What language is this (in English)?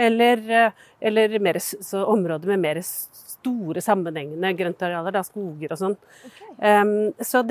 Norwegian